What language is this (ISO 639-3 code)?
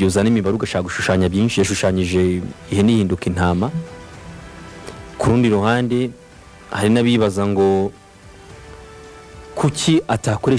kin